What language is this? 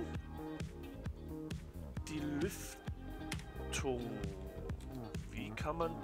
German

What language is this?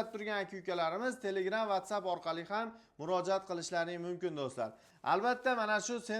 Uzbek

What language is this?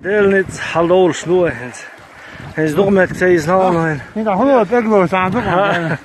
Chechen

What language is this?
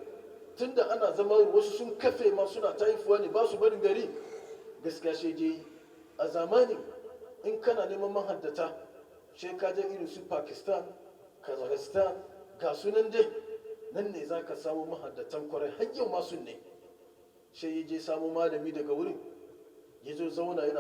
Hausa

